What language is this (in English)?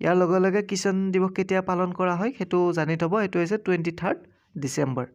Assamese